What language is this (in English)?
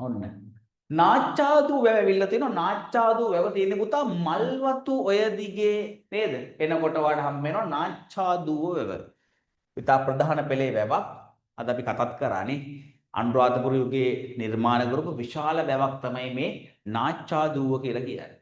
Sinhala